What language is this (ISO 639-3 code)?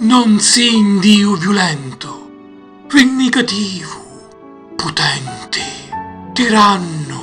scn